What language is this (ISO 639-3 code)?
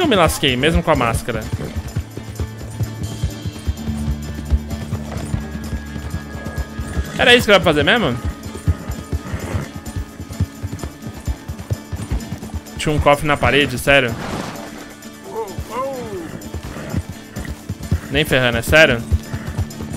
por